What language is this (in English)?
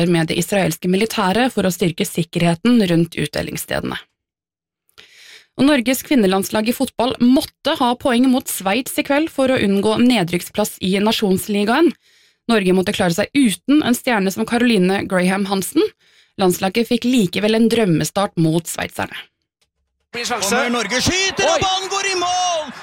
Norwegian